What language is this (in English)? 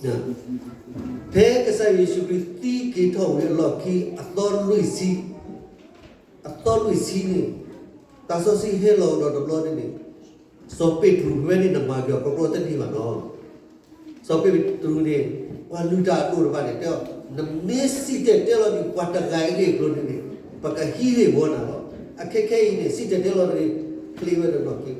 S'gaw Karen